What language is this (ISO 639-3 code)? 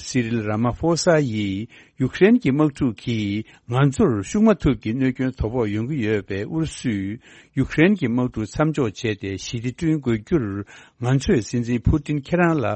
bod